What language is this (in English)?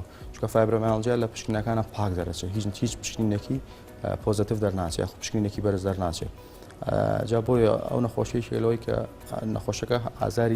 Central Kurdish